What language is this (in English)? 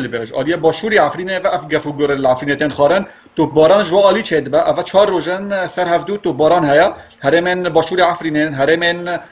Kurdish